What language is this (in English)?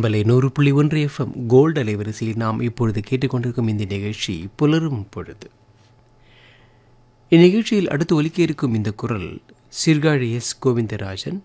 Tamil